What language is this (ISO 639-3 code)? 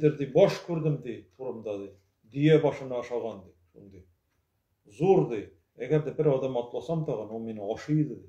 tat